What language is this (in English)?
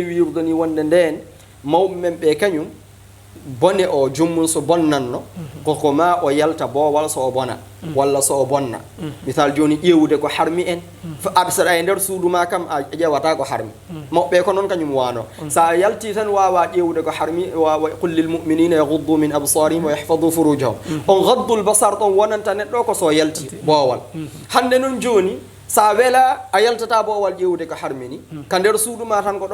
Fula